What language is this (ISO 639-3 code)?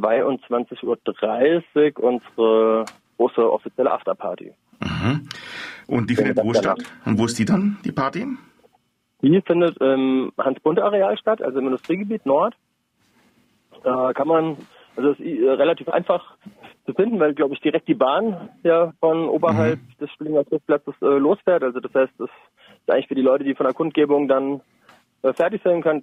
deu